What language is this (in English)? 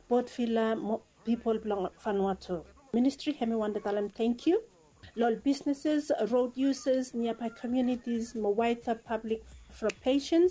Bislama